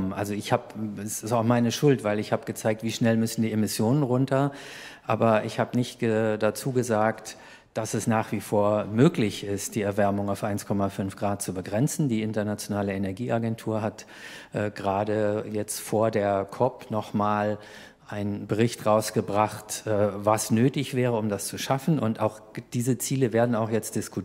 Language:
German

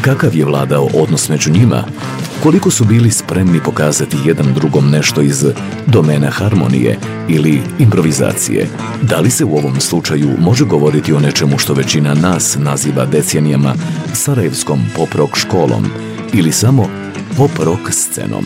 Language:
Bosnian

